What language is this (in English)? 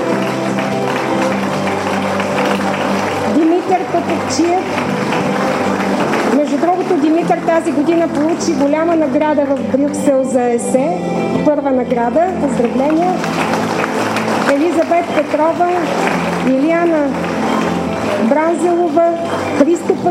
Bulgarian